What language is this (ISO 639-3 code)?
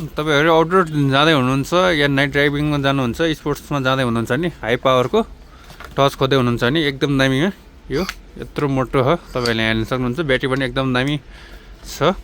nep